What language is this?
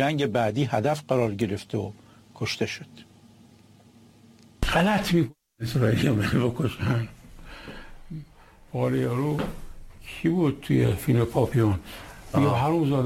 Persian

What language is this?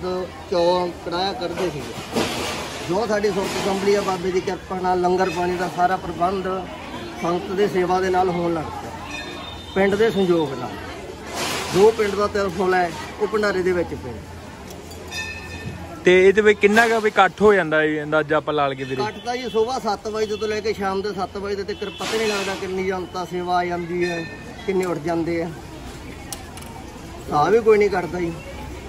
Punjabi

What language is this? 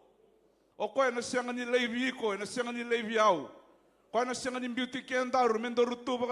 Fijian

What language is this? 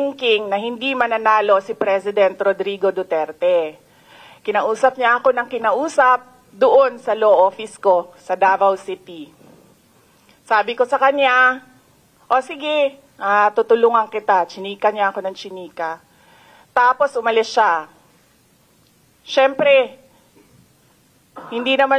Filipino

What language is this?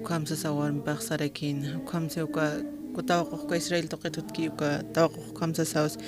Aymara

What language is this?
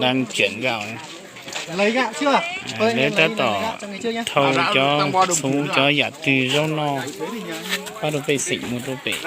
Hmong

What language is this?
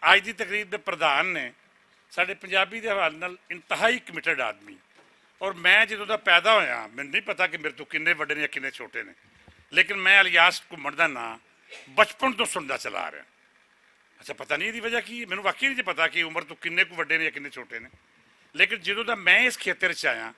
Western Panjabi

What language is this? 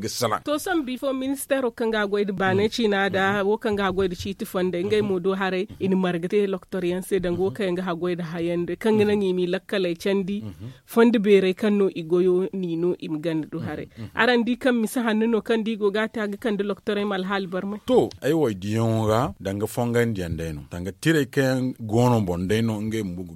Zarma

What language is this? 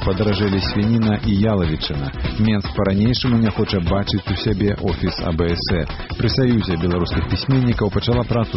Belarusian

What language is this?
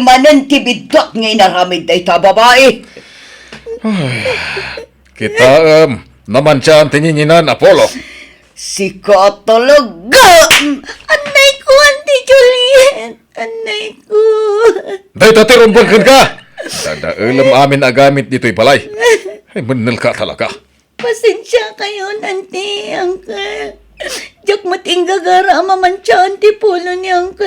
Iloko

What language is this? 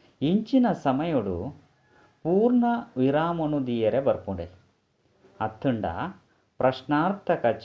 Tulu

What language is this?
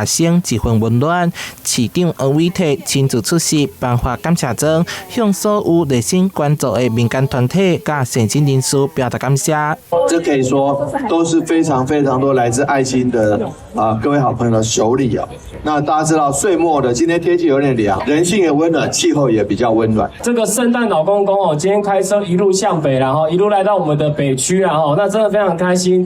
Min Nan Chinese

